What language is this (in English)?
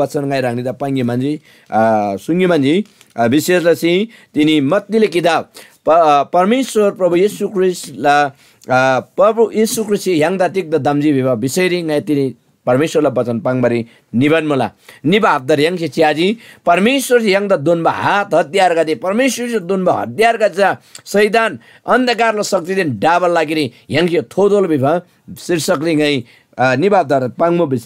Eastern Tamang